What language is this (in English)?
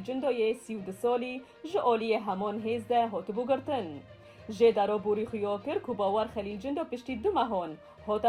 Kurdish